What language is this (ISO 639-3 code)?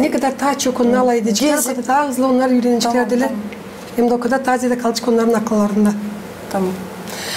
gag